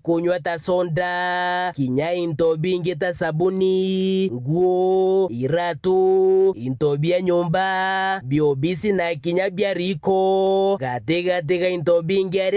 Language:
Meru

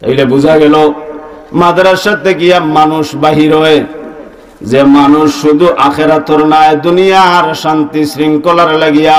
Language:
Sylheti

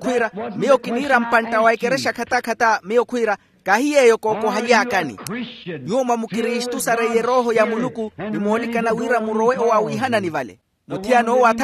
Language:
Makhuwa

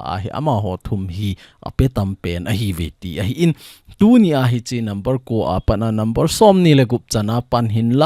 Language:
Thado Chin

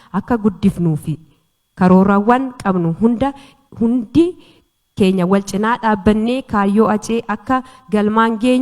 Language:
Oromo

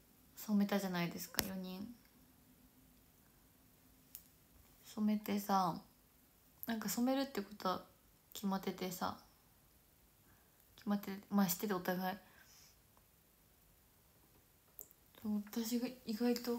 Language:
Japanese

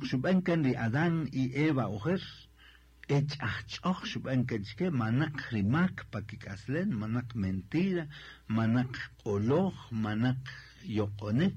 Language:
Kaqchikel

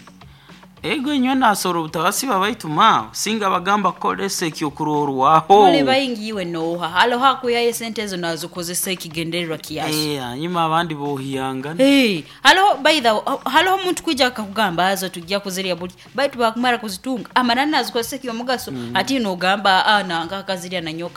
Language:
Nyoro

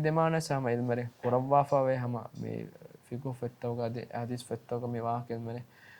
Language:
Divehi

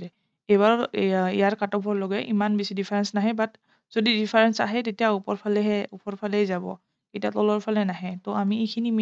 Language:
Assamese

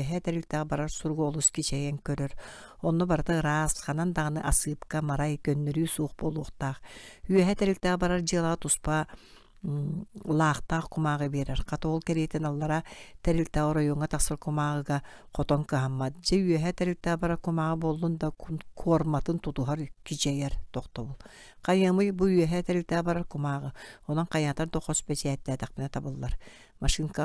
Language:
Yakut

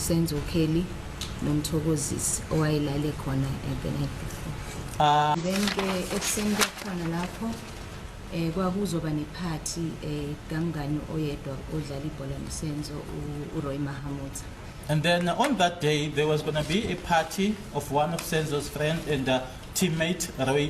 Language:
Zulu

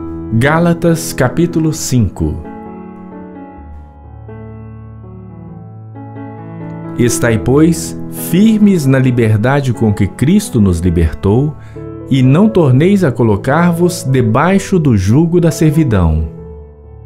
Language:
Portuguese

